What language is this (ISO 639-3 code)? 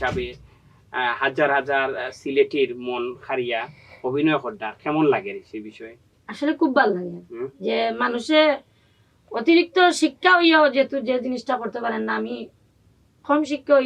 syl